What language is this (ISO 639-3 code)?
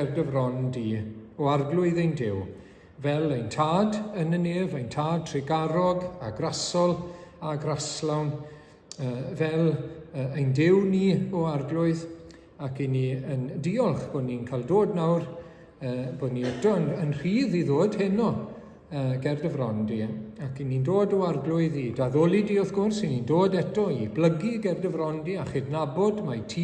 cym